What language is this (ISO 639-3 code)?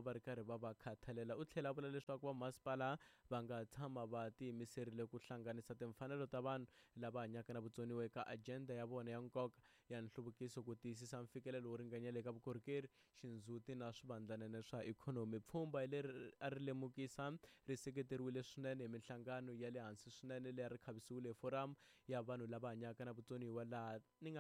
tso